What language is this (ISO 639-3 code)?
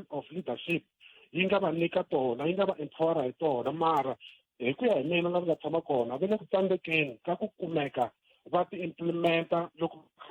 tso